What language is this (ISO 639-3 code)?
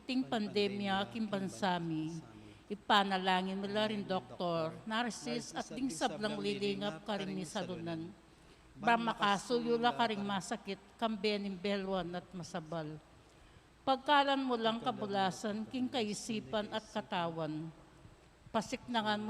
pam